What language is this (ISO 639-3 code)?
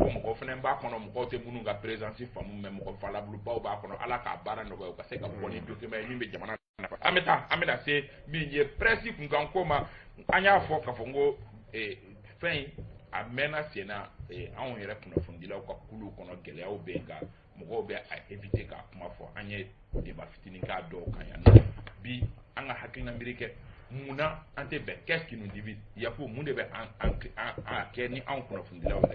bam